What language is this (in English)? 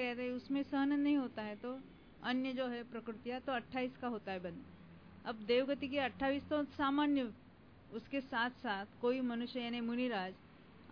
Hindi